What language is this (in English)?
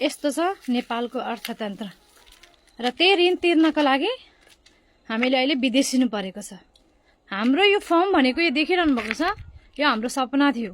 Nepali